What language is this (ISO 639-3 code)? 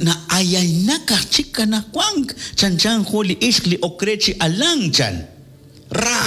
kek